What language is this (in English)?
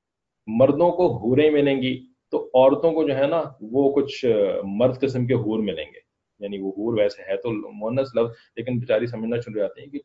Urdu